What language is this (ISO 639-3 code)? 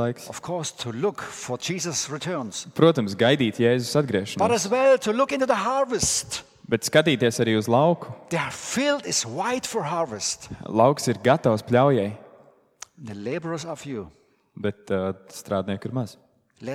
lav